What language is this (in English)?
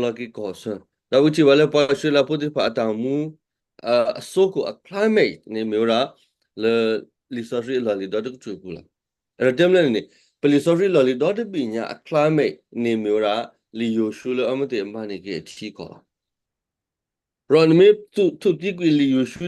S'gaw Karen